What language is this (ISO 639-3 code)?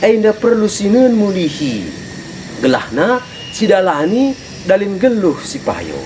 btx